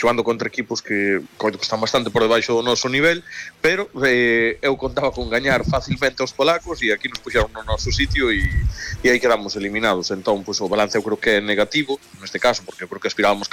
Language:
Galician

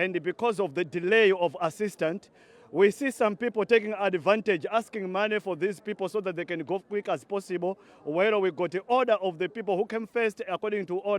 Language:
Zulu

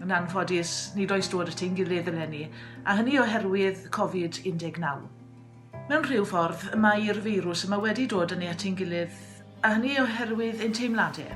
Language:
Welsh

